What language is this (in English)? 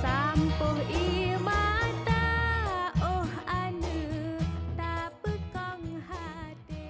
Achinese